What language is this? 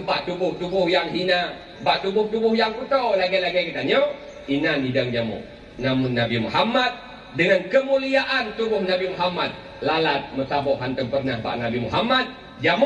Achinese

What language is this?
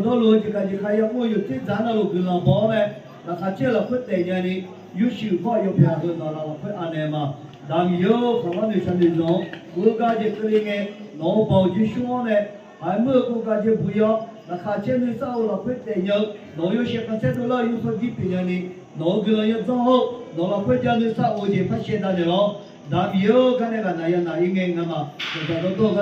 Akha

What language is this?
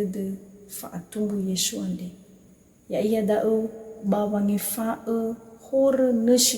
Nias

